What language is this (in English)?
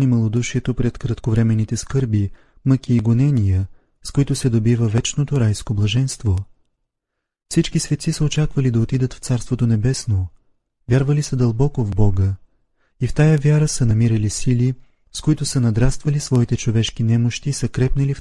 Bulgarian